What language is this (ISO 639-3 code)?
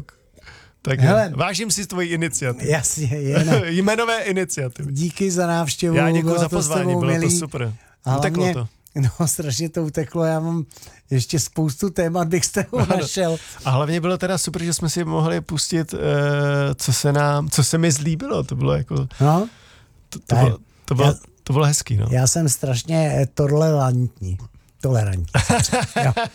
ces